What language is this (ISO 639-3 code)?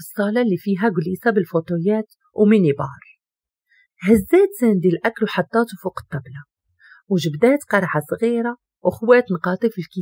ary